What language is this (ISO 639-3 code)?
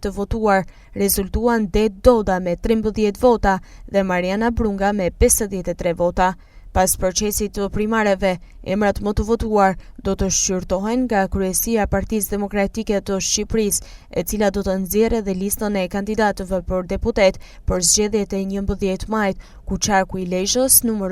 sqi